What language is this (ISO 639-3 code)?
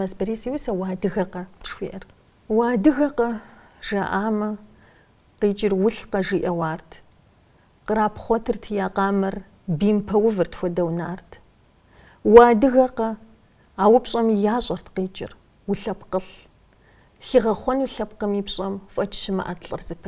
kbd